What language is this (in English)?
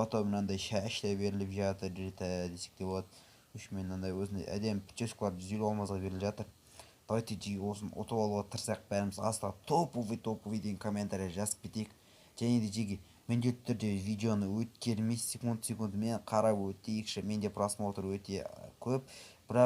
Kazakh